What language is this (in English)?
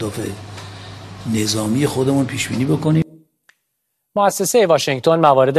Persian